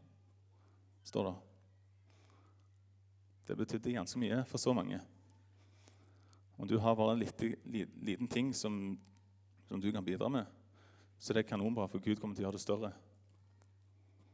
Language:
Norwegian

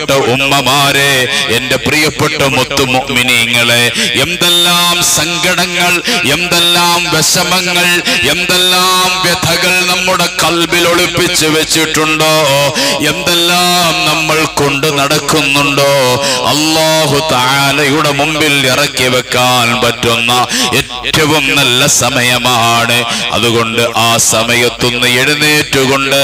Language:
Malayalam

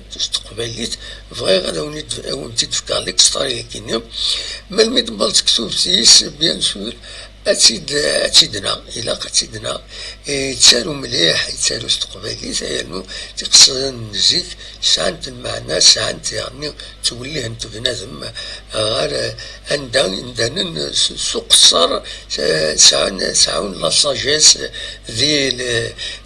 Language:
Kabyle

